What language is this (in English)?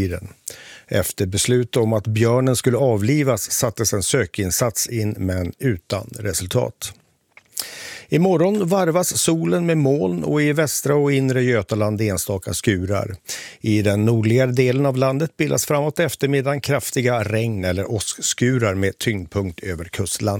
Swedish